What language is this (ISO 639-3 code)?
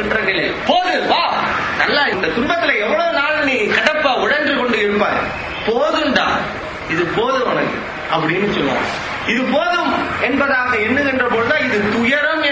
tam